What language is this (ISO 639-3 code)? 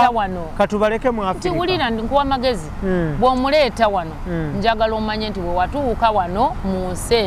lug